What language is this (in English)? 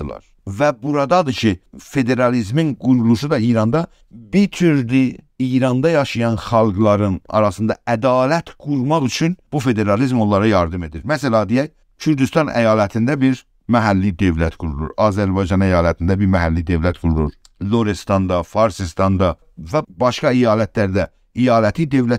South Azerbaijani